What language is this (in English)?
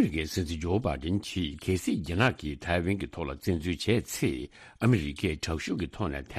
Tibetan